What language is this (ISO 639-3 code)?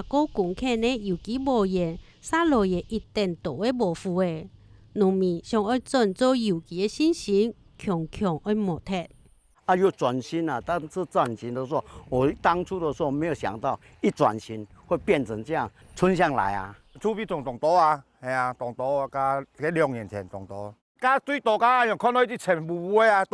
hak